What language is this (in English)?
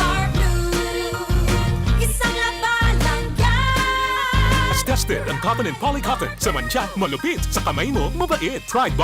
Bikol